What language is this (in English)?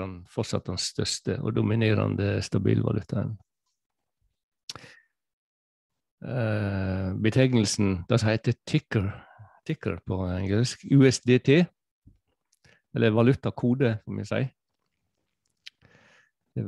Norwegian